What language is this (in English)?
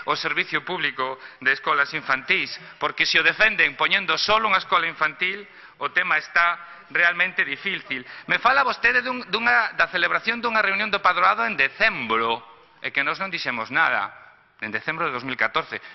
Galician